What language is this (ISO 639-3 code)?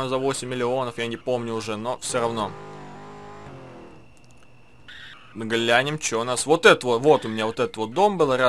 rus